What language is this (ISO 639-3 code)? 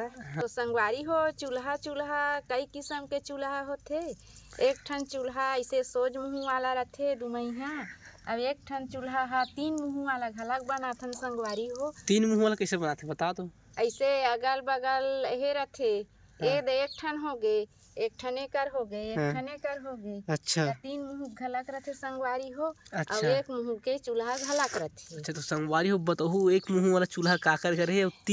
hne